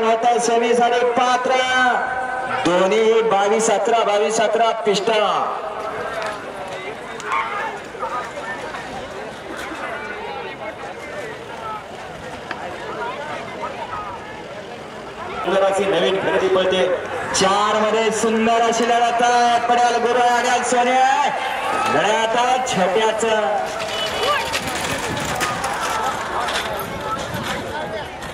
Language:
Marathi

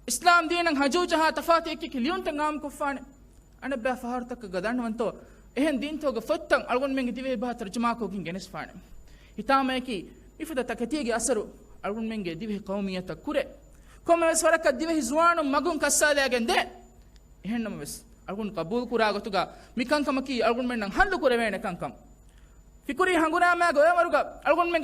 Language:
Divehi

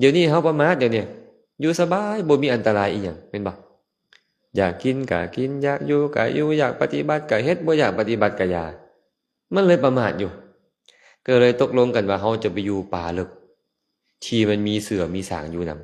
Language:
Lao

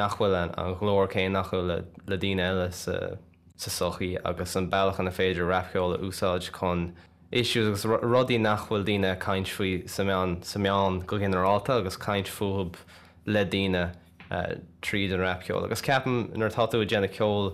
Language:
Irish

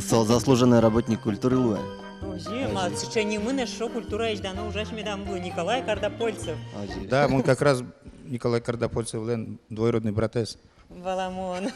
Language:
Udmurt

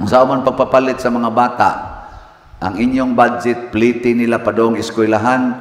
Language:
Cebuano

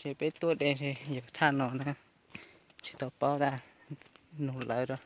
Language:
Hmong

